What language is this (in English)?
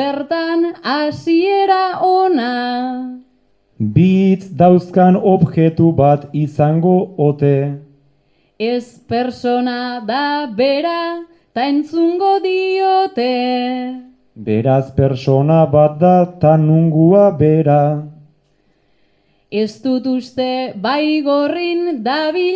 Basque